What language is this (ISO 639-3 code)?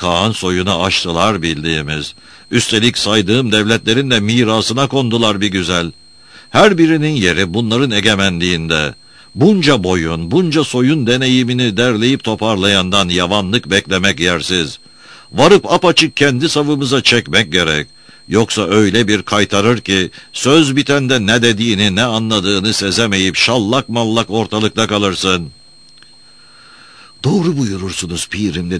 tur